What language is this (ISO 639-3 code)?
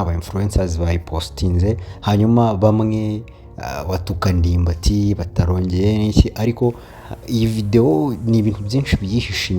kin